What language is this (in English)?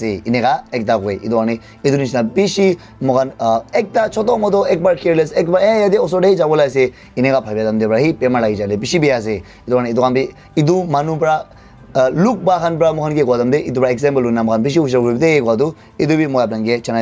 Naga Pidgin